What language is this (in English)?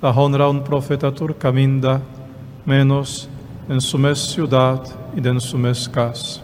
Papiamento